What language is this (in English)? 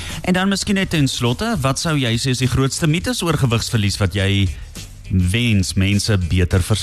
Afrikaans